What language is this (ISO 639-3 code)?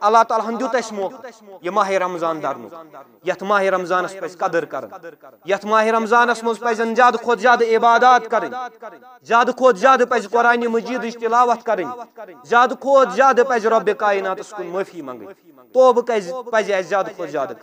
kas